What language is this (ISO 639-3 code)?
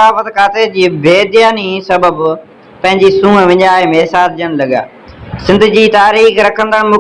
snd